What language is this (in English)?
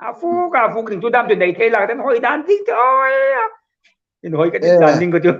Hmar